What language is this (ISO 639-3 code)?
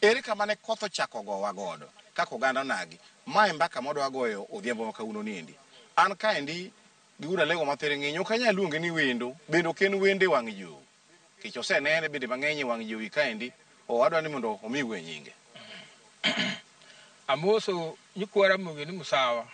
luo